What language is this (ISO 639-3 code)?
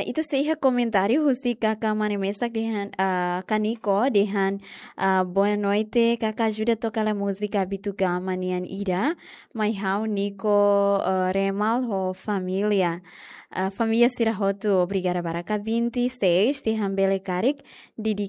tet